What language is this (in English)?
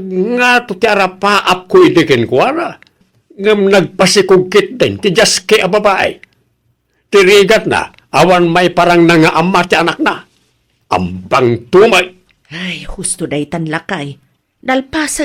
Iloko